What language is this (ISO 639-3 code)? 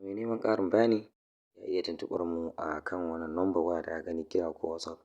hau